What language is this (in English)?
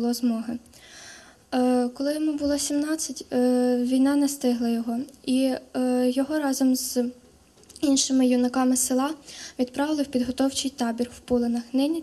Ukrainian